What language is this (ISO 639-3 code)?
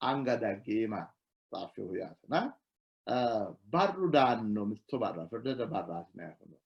sid